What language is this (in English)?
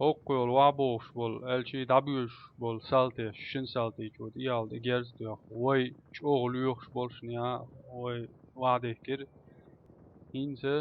Chechen